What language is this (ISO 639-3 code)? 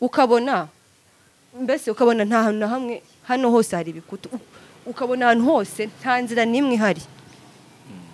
kin